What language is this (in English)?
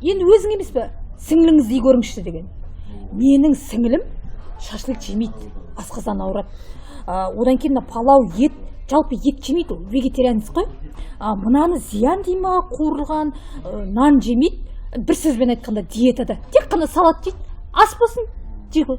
Kazakh